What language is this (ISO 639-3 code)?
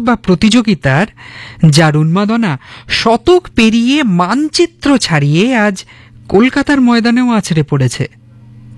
ben